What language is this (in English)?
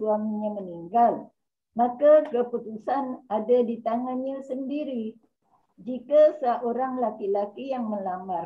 Malay